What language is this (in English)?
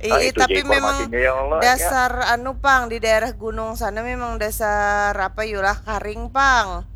Banjar